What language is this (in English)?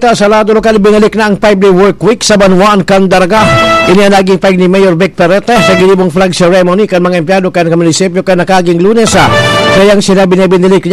Bikol